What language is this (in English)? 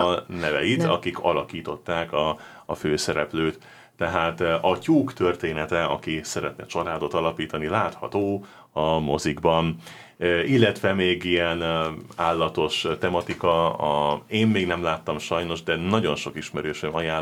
Hungarian